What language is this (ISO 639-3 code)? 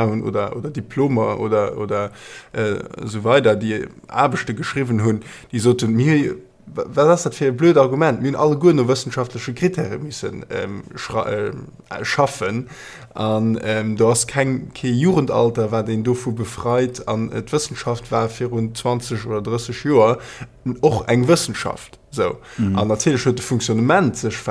ltz